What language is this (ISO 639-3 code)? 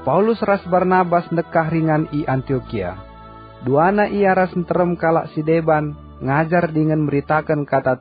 btx